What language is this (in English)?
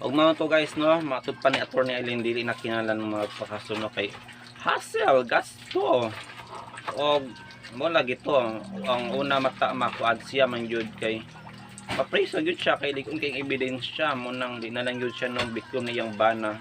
Cebuano